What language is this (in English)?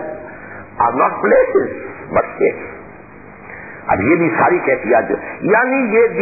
Urdu